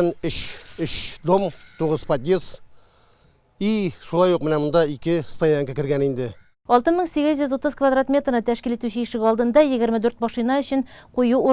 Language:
Tatar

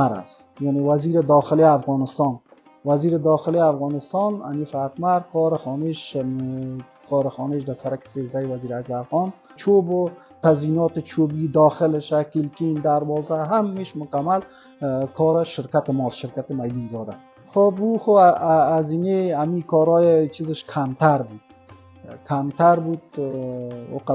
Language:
Persian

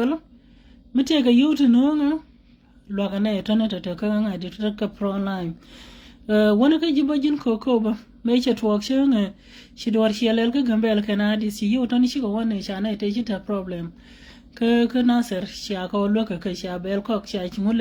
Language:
Nuer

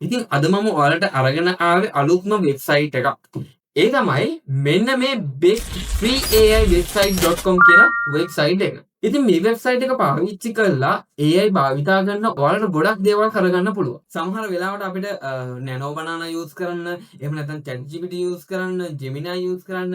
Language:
Sinhala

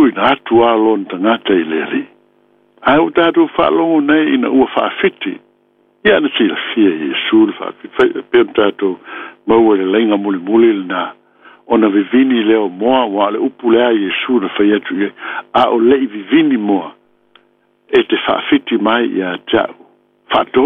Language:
Samoan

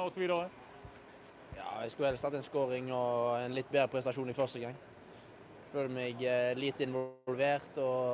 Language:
Norwegian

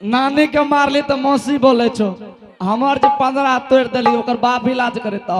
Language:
Angika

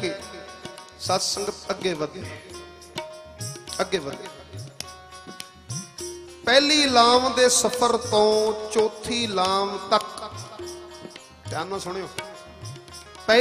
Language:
Punjabi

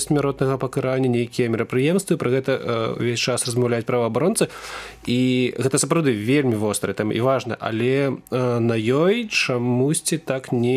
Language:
Belarusian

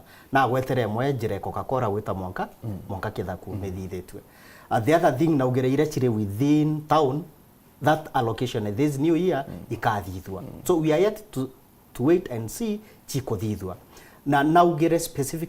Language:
Meru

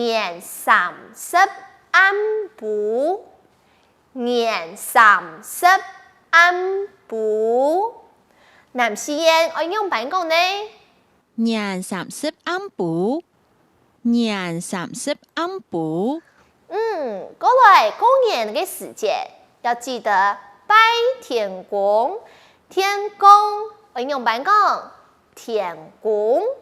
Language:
Hakka Chinese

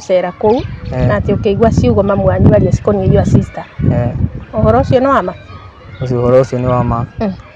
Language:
Kikuyu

